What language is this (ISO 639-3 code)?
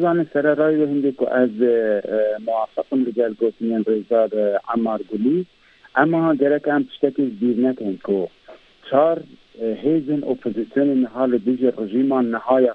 kur